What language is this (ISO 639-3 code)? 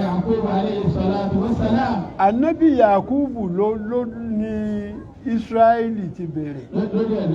yor